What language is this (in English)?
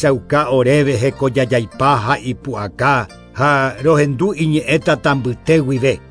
Guarani